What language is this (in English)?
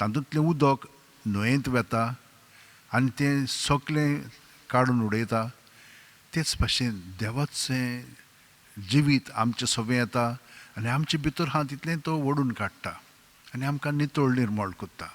Konkani